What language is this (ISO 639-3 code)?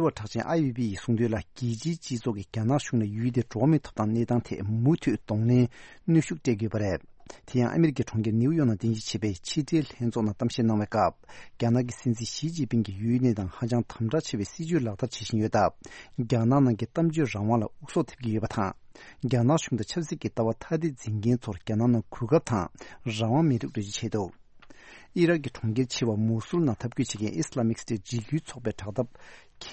bod